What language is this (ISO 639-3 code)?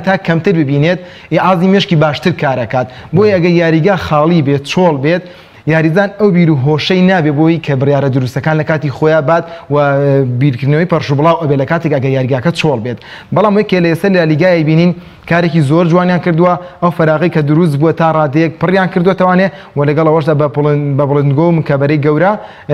ckb